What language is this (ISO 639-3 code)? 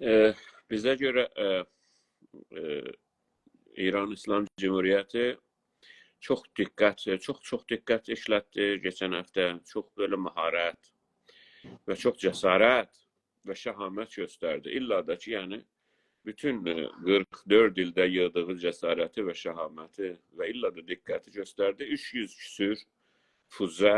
azb